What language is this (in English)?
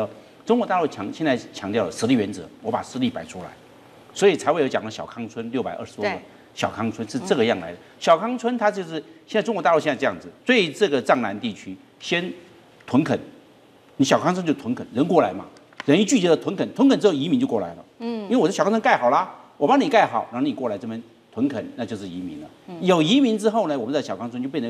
Chinese